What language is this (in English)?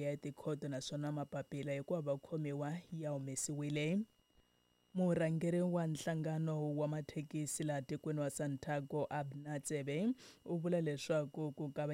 Tsonga